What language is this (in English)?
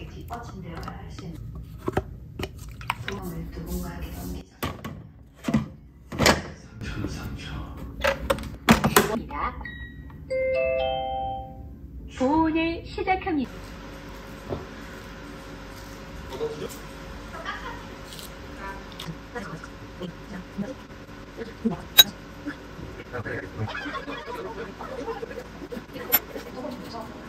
Korean